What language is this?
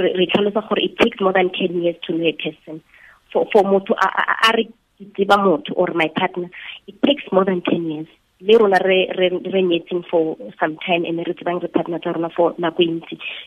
Tswana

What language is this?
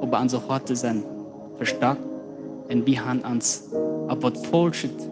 Plautdietsch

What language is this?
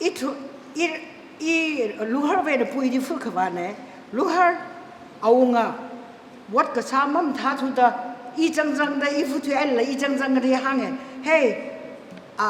Tangkhul Naga (India)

